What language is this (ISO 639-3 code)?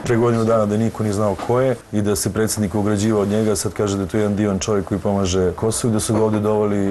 srp